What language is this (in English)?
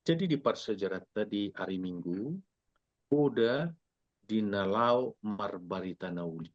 Batak Toba